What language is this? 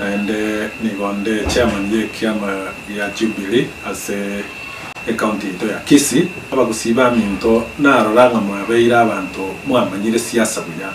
Gusii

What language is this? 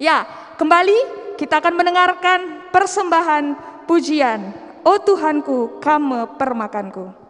Batak Karo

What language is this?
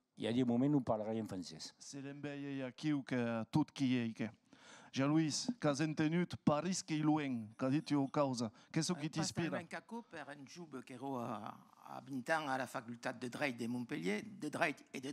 Occitan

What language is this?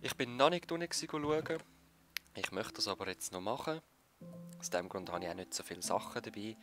Swiss German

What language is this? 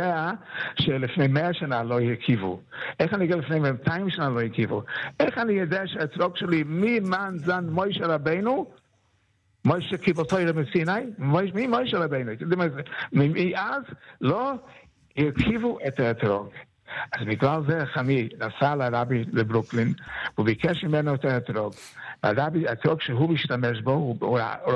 Hebrew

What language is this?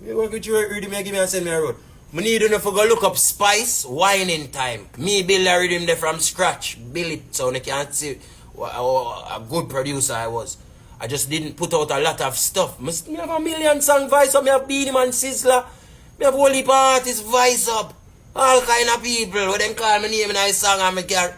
Jamaican Creole English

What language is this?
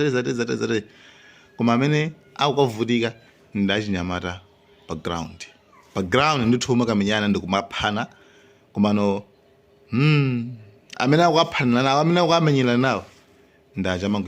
Nyanja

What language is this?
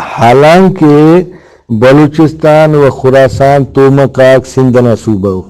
Brahui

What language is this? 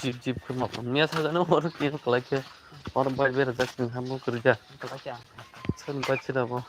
Kok Borok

